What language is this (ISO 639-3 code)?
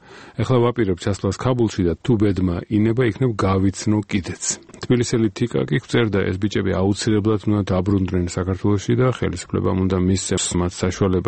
kat